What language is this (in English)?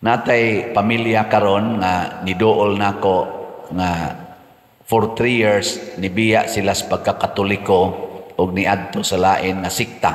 Cebuano